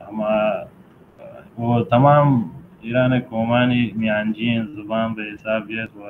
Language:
Baluchi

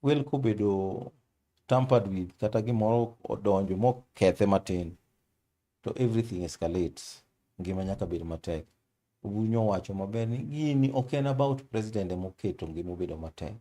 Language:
Luo (Kenya and Tanzania)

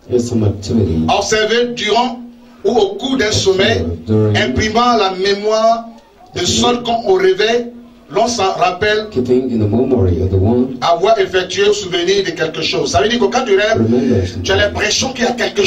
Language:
French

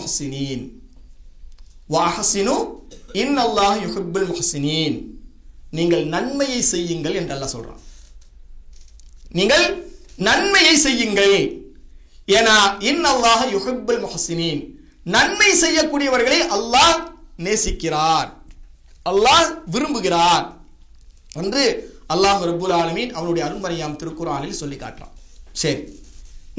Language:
Tamil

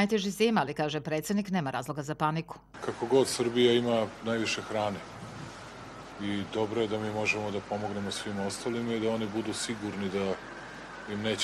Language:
Serbian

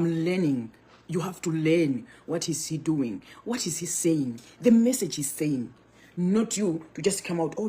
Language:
Nyanja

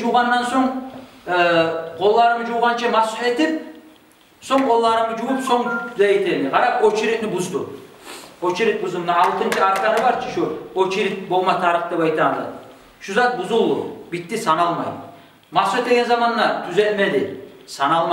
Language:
Kumyk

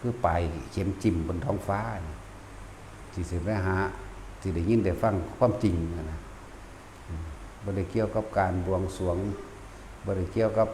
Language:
Northeastern Thai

